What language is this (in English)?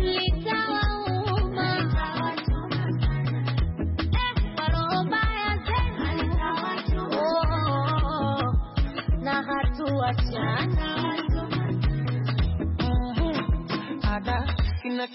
Swahili